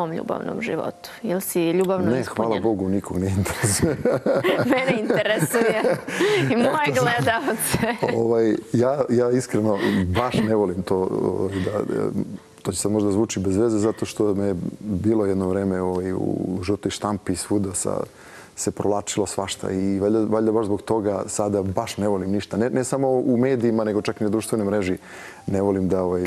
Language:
Serbian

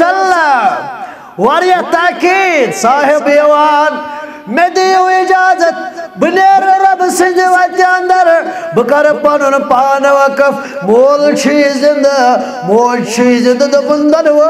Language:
Kashmiri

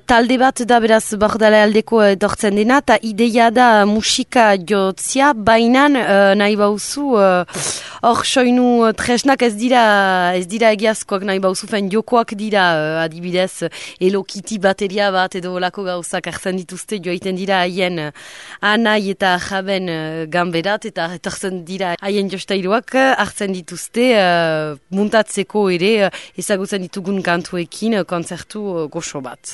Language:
Basque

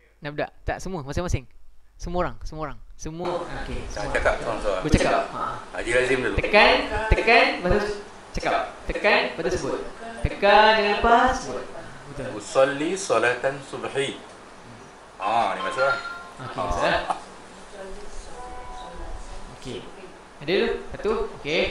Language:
Malay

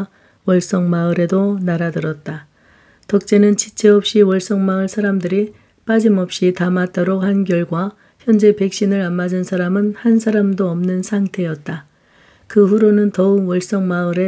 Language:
Korean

